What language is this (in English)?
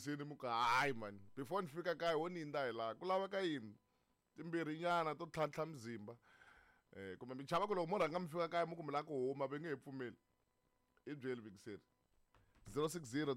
Tsonga